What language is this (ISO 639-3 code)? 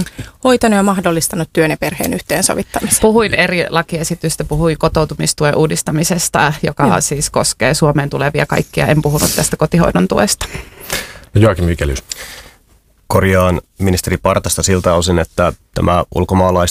fin